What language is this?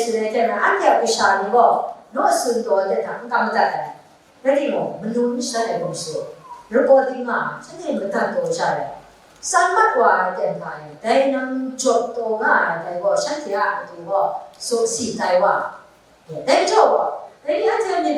Kachin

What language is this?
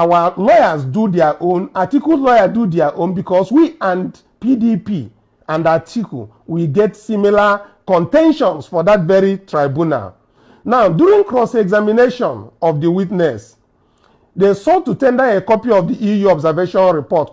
Nigerian Pidgin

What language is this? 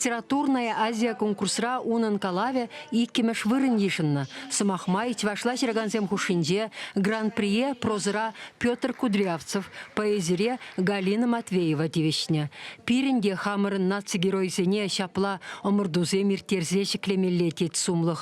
Chuvash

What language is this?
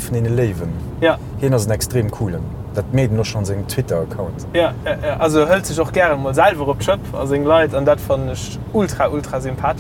Luxembourgish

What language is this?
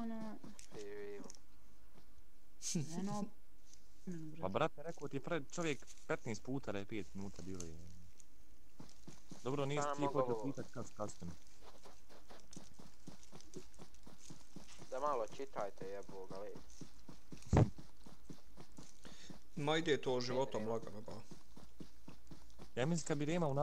Bosnian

